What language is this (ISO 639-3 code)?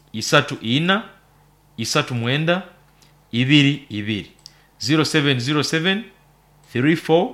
nyo